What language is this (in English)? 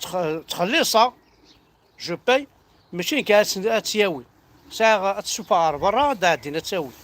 Kabyle